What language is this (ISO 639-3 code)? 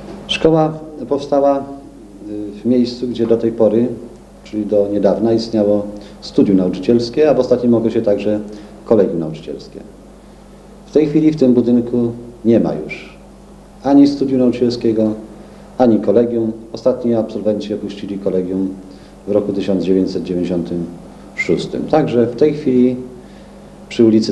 pol